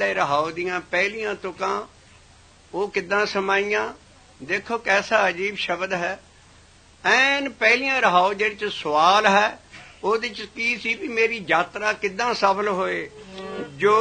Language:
Punjabi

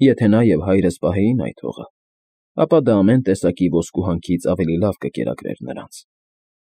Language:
Armenian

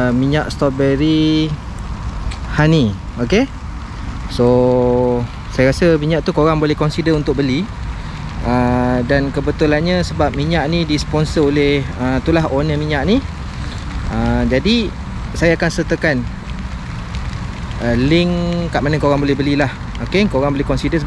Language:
Malay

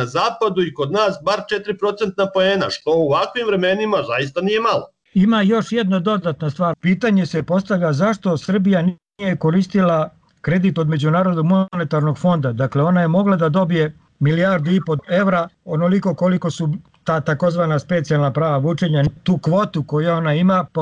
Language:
Serbian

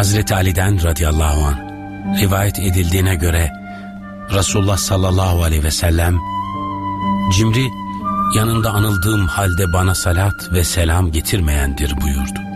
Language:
Turkish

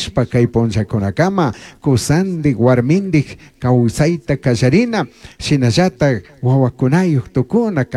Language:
Chimborazo Highland Quichua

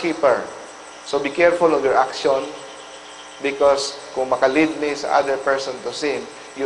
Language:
Cebuano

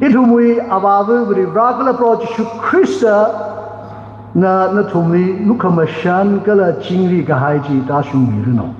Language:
Tangkhul Naga (India)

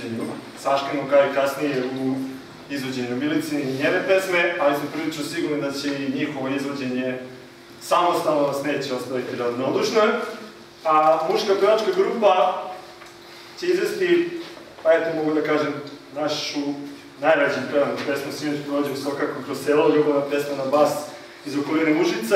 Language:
Serbian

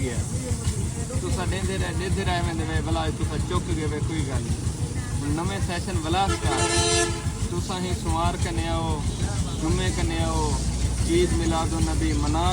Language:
Saraiki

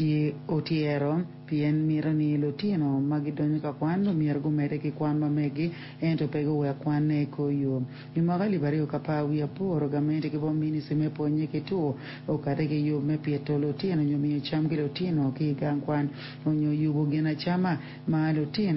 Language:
Acoli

